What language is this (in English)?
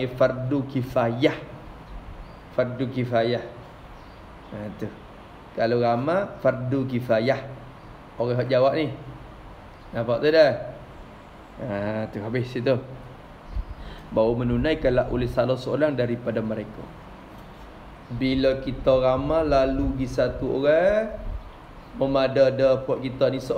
Malay